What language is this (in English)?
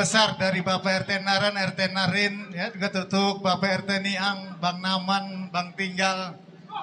Betawi